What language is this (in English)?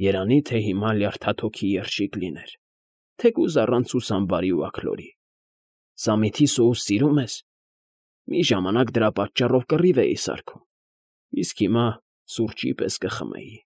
Armenian